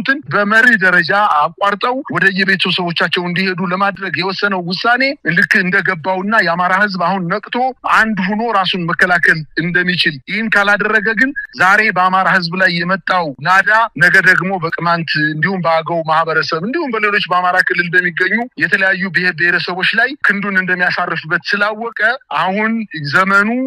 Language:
Amharic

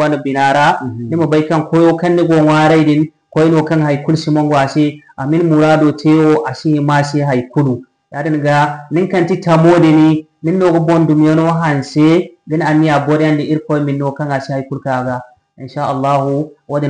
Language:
Zarma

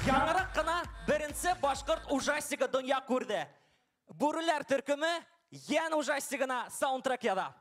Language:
Bashkir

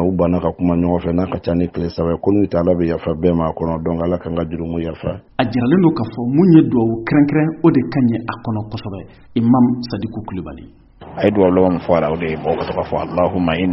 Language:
Bambara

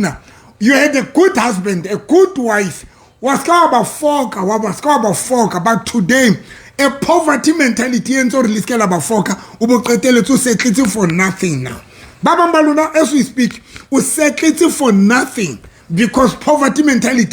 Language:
Southern Sotho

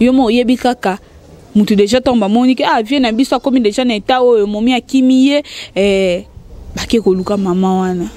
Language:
Lingala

